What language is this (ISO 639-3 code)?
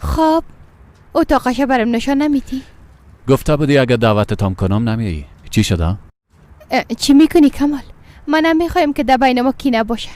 fas